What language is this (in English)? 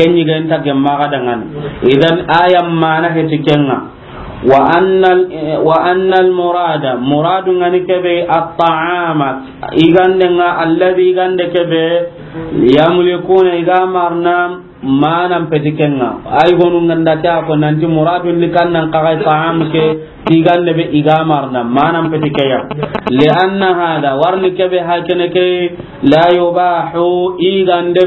Soninke